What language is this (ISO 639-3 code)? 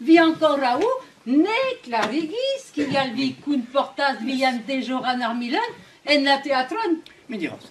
epo